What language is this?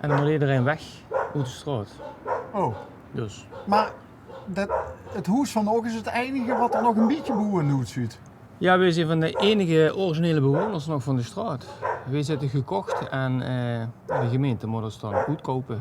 Limburgish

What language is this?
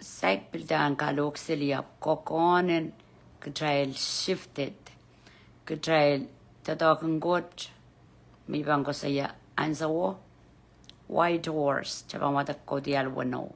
Pohnpeian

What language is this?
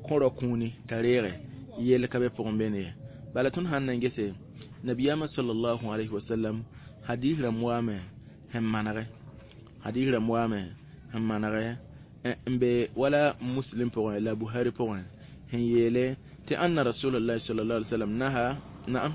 Mossi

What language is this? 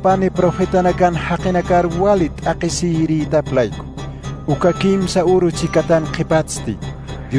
Aymara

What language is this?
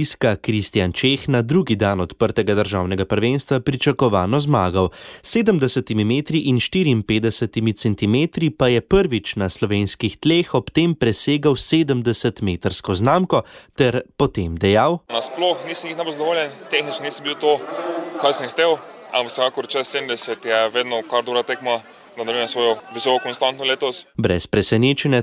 Slovenian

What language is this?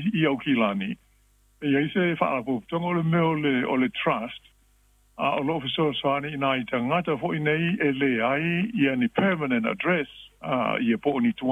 Samoan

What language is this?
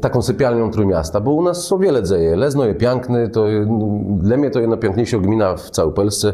Kashubian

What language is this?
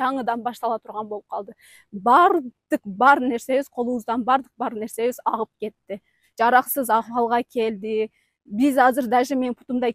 Kyrgyz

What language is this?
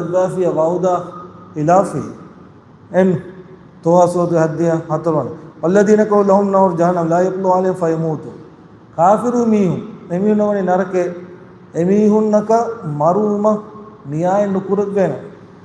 Divehi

